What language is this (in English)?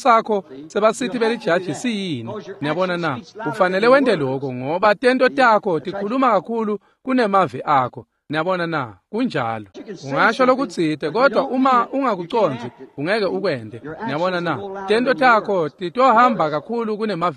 Swati